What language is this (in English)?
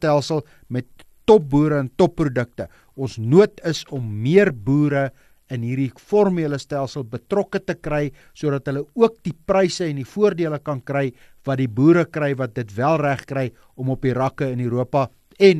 Afrikaans